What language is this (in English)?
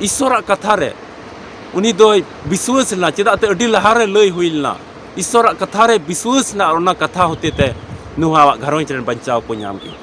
Santali